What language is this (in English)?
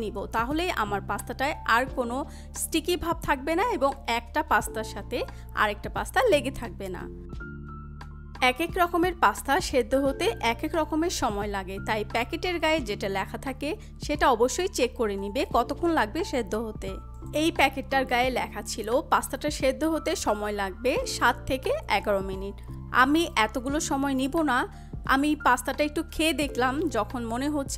Bangla